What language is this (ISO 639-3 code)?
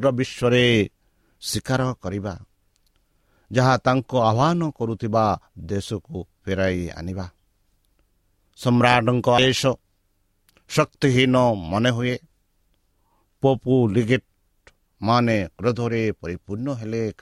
ori